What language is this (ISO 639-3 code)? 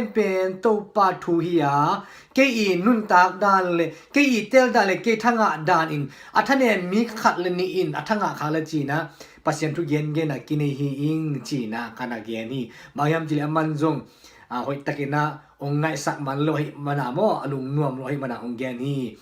ctd